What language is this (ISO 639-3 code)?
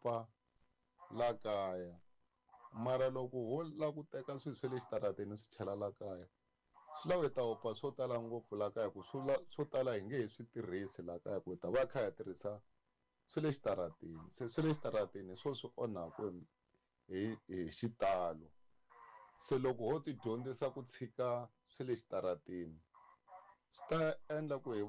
tso